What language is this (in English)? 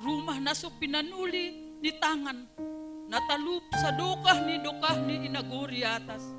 Batak Simalungun